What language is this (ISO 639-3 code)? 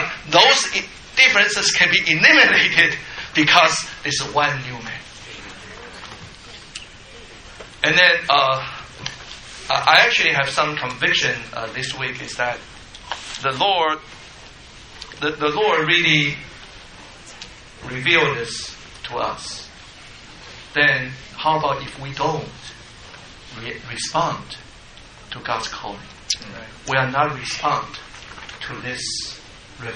eng